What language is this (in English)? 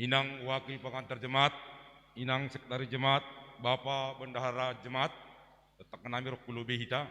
Batak Simalungun